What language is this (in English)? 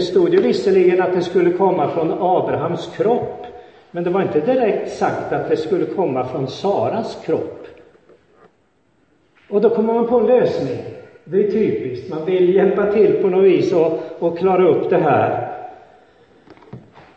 Swedish